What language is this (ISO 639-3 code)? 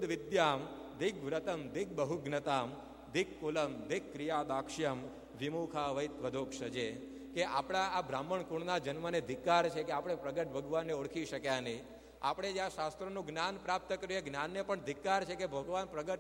guj